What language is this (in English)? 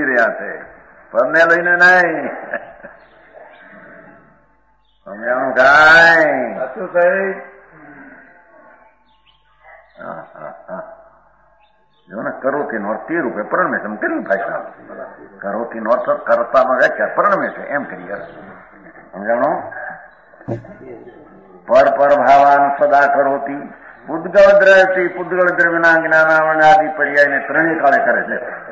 Gujarati